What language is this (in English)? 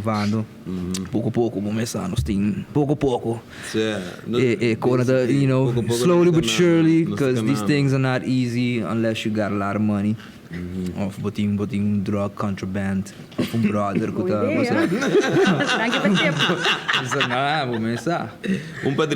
Papiamento